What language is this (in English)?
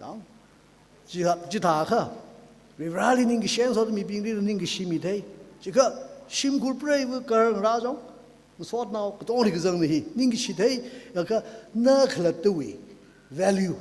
Tangkhul Naga (India)